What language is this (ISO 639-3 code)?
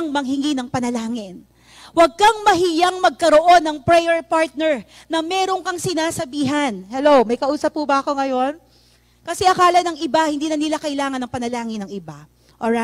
fil